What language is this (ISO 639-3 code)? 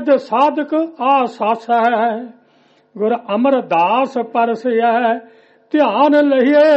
pan